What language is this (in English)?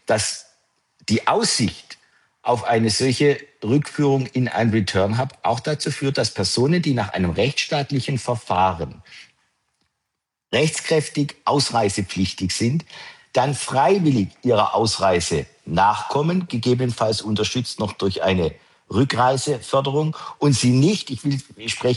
German